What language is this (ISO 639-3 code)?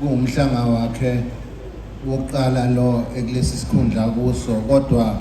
zul